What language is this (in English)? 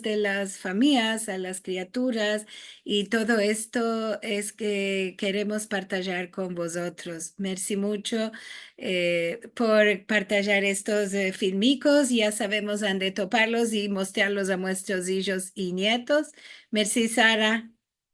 Ladino